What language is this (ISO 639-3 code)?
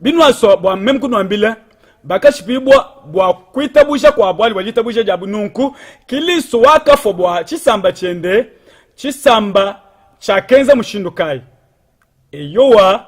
lua